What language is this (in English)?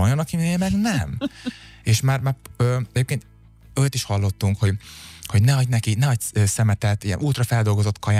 Hungarian